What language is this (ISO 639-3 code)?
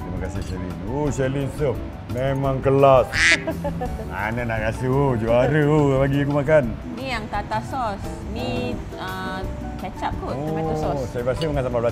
msa